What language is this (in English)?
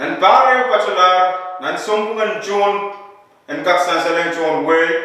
Pohnpeian